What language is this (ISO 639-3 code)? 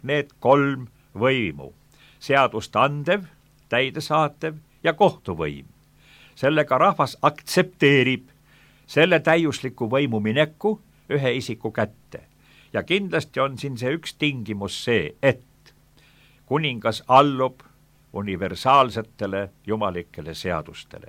est